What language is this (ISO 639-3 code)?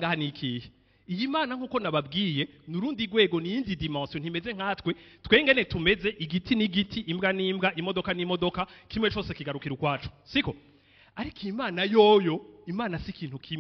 run